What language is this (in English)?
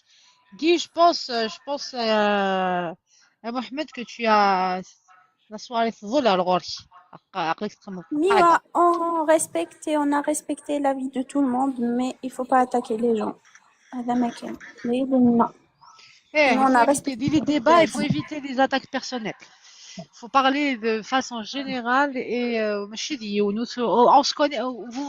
Kabyle